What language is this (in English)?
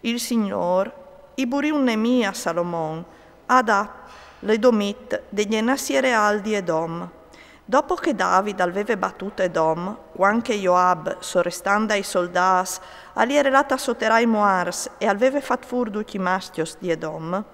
Friulian